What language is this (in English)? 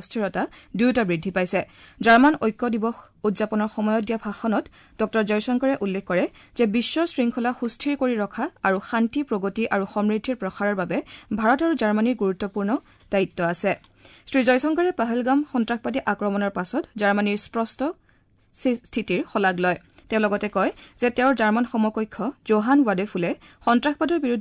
Assamese